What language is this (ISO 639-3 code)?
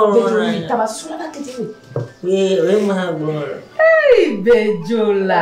ewe